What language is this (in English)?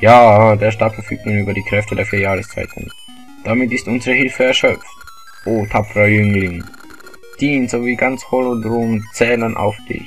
Swiss German